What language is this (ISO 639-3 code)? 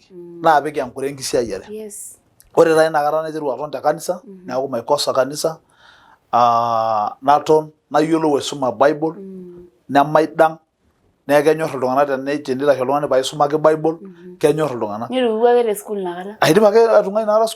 mas